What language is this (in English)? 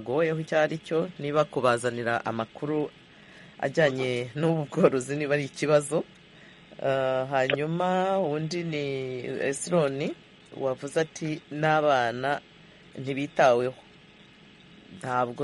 Kinyarwanda